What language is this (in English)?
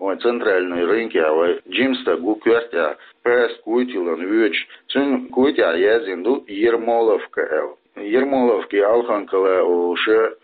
Chechen